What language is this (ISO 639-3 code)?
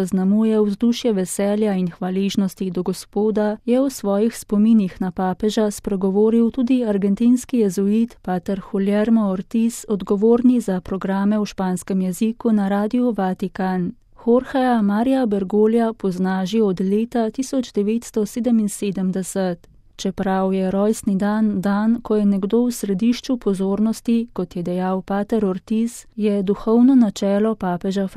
slv